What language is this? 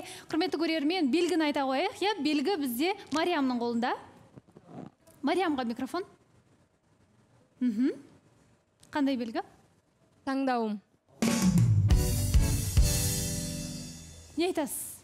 Kazakh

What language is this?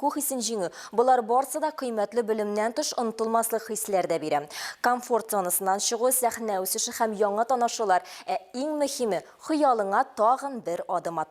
Tatar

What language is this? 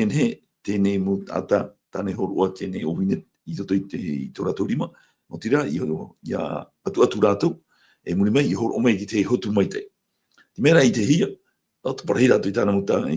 Tahitian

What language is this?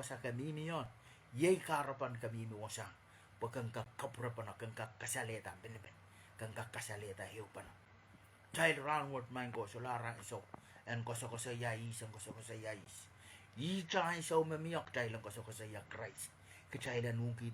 Pohnpeian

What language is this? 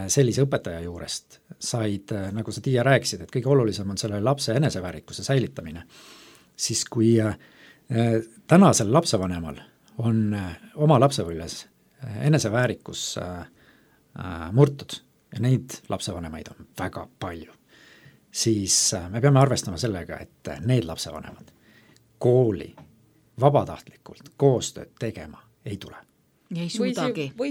Estonian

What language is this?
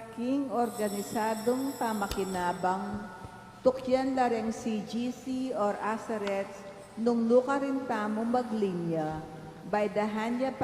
Pampanga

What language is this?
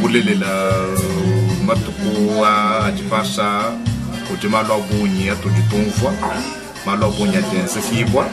Luba-Lulua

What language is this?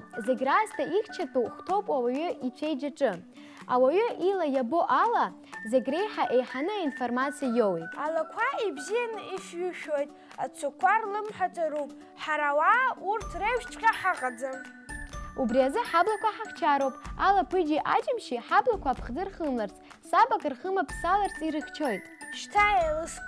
Abkhazian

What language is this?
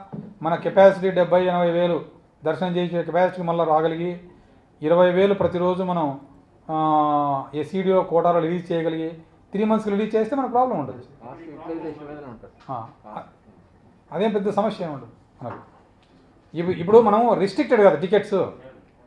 Telugu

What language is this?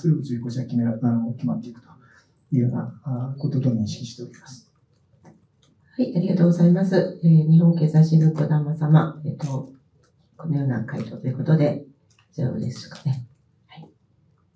Japanese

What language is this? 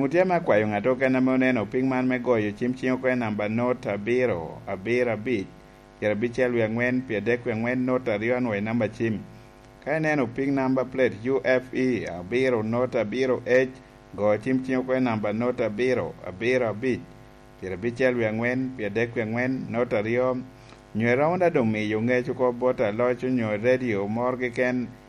Lango (Uganda)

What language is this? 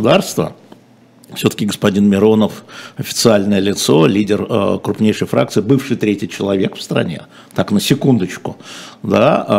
Russian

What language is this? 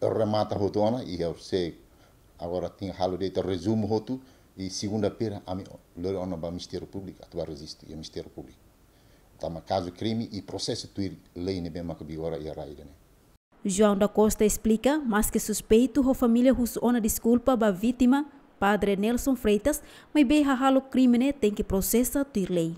Tetum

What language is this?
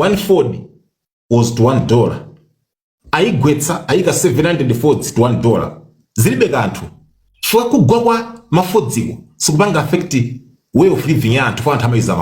Nyanja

